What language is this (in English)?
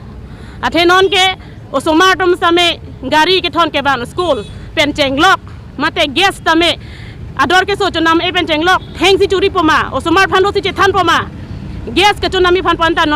Karbi